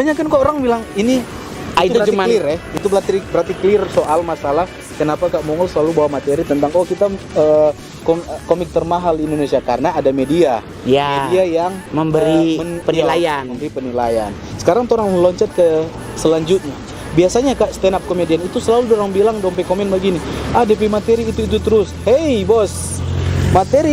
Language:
Manado Malay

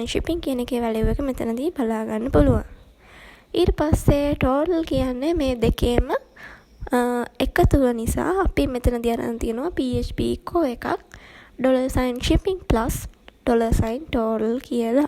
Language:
Sinhala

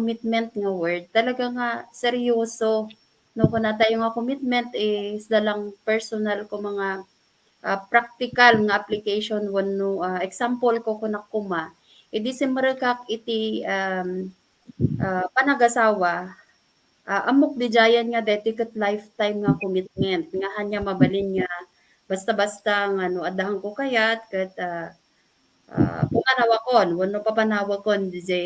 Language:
Iloko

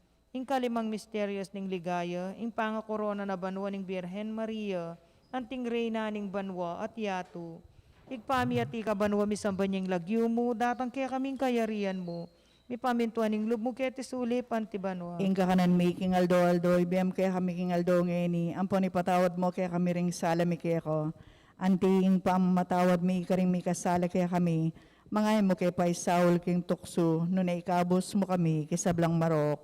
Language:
Pampanga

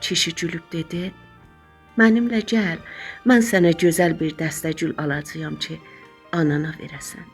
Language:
South Azerbaijani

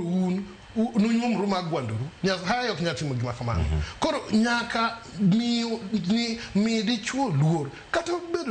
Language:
Luo (Kenya and Tanzania)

